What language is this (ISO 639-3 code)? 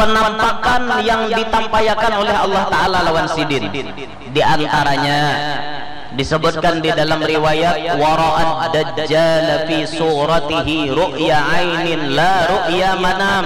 bjn